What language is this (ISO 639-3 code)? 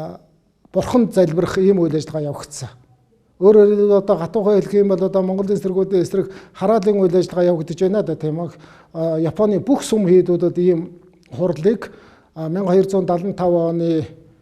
mon